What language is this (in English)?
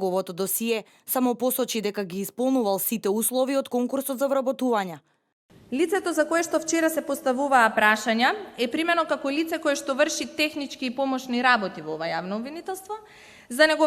Macedonian